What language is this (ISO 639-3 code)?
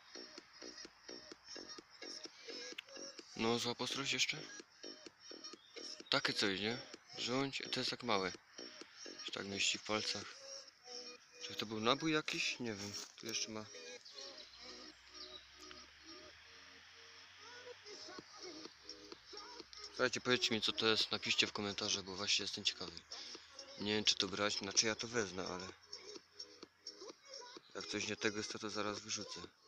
pol